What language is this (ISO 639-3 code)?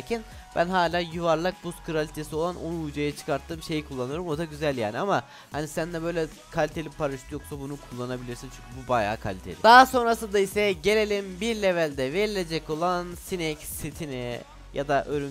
tur